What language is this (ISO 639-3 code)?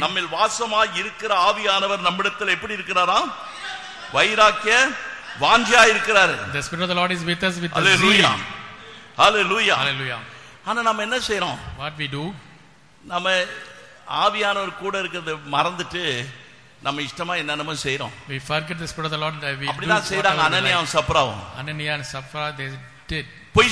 tam